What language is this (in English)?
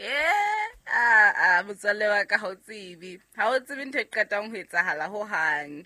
Southern Sotho